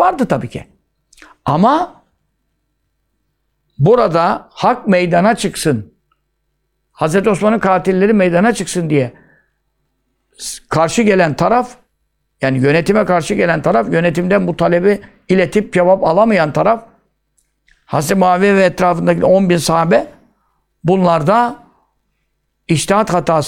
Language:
Turkish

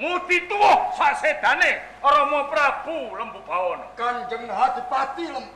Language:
Javanese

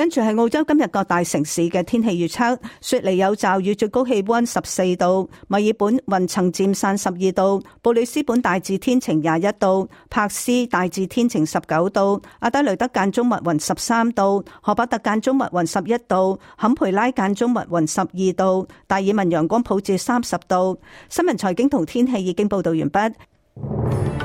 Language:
Cantonese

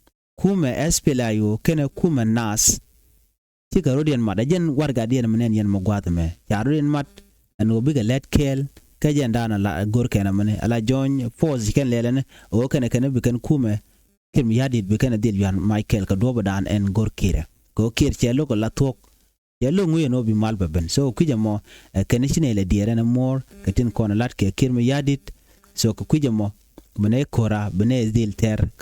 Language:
Nuer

